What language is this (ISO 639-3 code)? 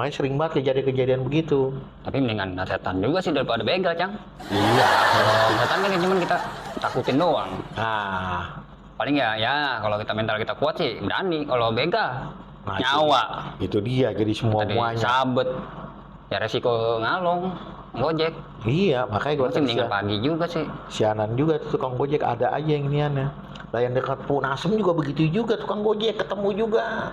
bew